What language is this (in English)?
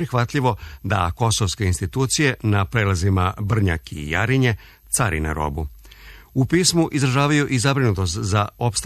Serbian